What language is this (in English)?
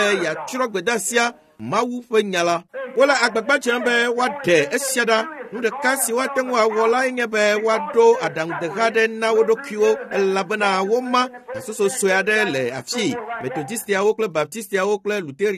Ewe